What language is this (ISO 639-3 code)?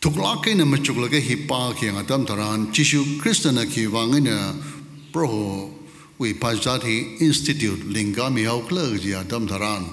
nmf